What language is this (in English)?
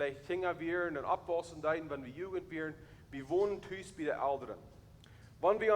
Plautdietsch